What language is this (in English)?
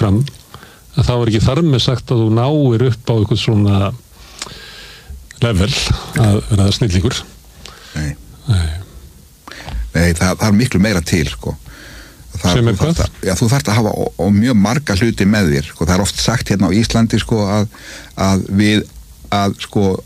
Icelandic